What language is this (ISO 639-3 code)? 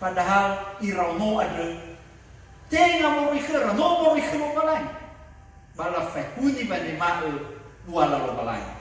nia